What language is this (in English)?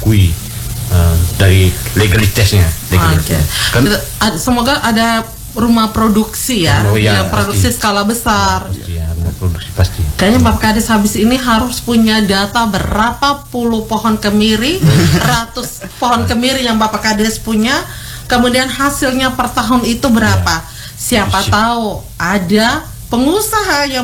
Indonesian